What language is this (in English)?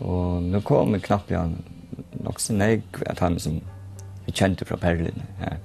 Faroese